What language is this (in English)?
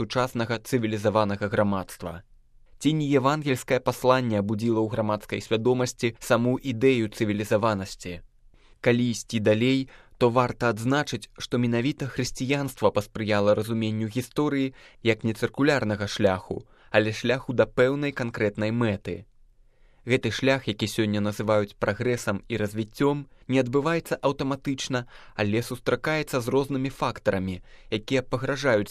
Belarusian